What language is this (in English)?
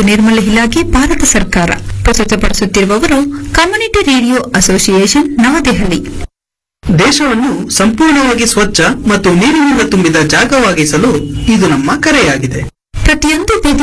Kannada